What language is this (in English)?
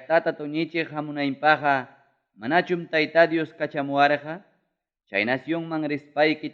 Ayacucho Quechua